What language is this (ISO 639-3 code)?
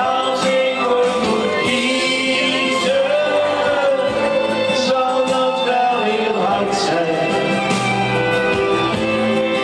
nld